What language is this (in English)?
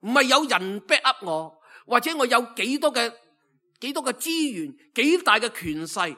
Cantonese